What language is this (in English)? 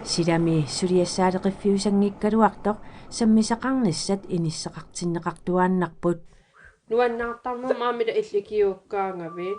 Kalaallisut